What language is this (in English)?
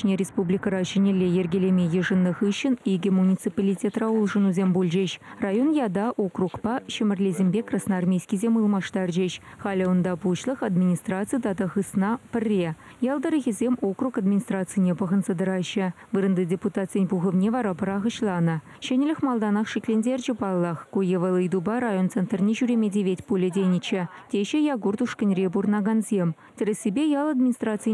Chuvash